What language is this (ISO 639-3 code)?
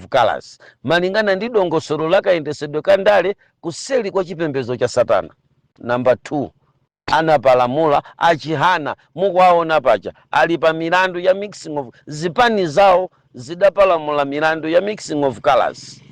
nya